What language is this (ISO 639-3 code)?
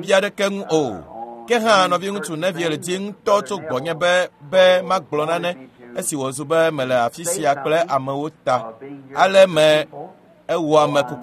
ewe